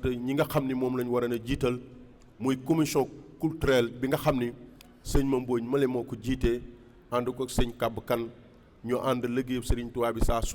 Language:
Wolof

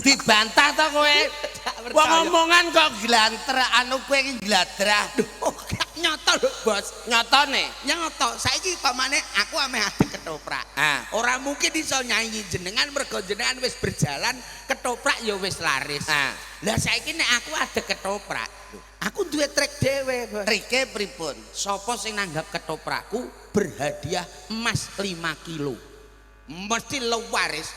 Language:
Javanese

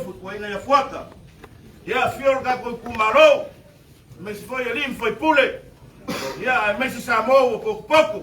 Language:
Samoan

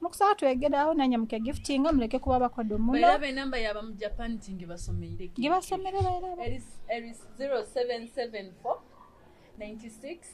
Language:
Nyoro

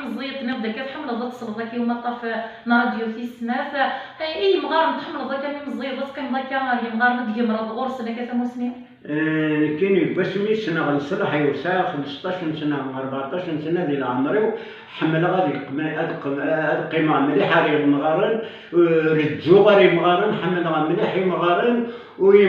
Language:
Kabyle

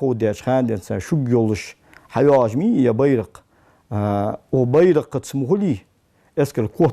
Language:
Ingush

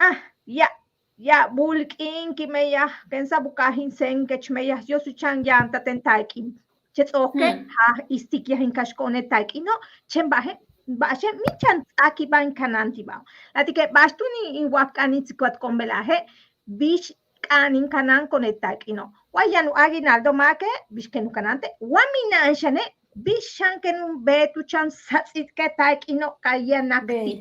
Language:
Yucateco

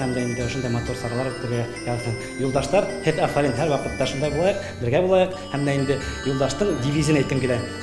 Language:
Bashkir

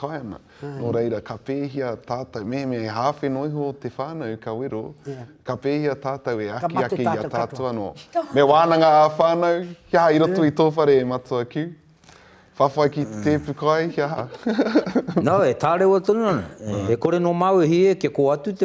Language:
Māori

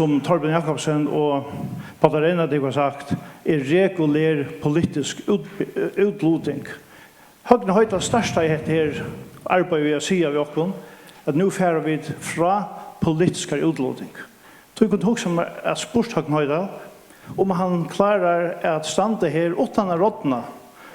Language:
Faroese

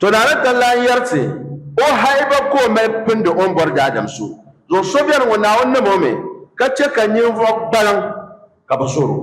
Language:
Dagbani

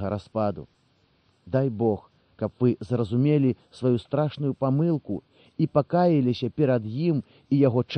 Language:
Belarusian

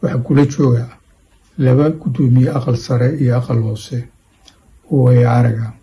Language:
Somali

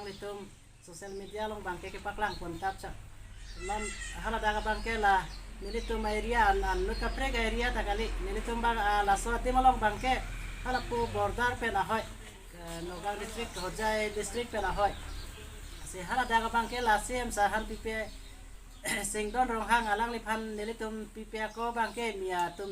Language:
Karbi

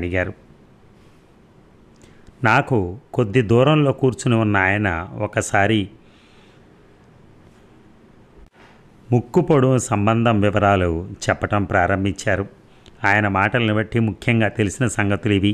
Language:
Telugu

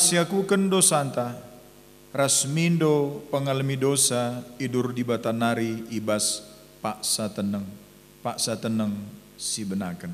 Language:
Batak Karo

